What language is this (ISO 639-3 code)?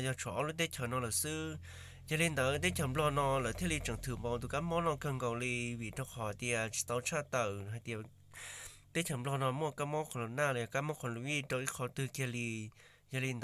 hmn